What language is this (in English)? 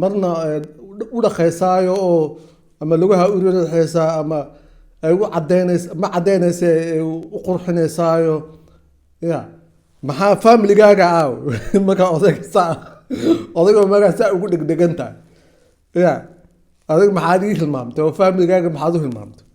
Somali